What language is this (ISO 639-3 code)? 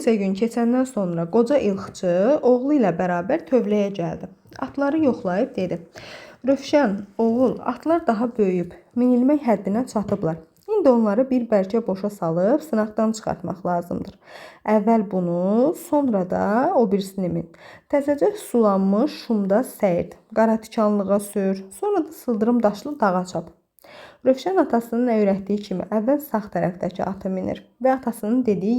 aze